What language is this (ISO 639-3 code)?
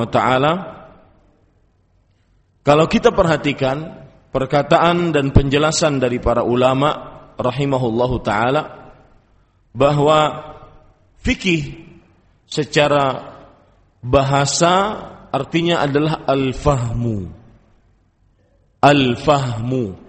ind